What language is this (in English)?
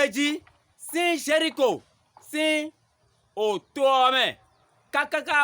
Fon